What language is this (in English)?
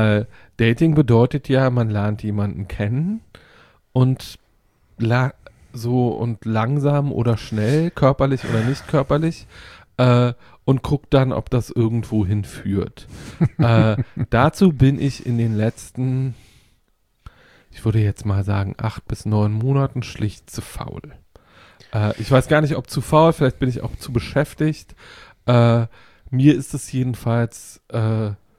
German